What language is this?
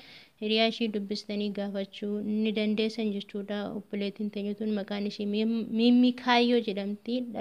Oromo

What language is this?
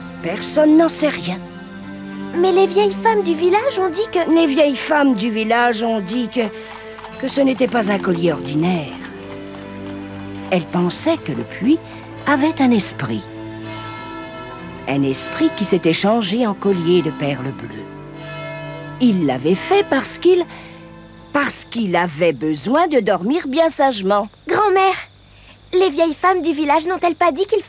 French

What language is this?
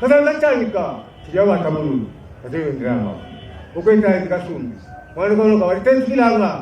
Lunda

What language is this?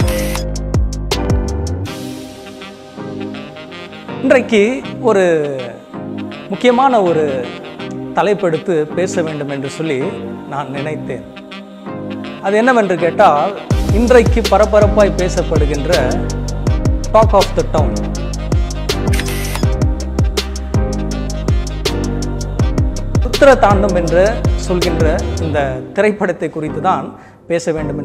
Tamil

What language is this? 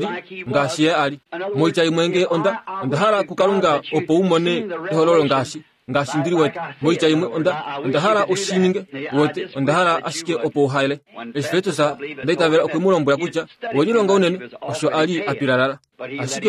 Kuanyama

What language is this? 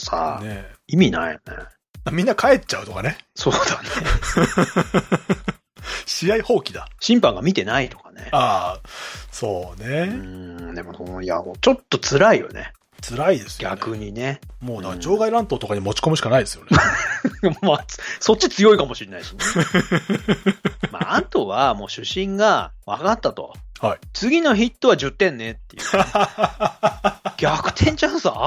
Japanese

